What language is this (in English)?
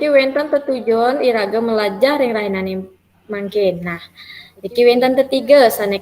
Balinese